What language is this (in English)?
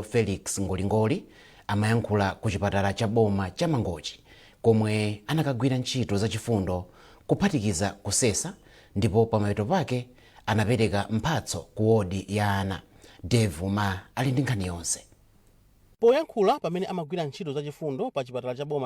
Nyanja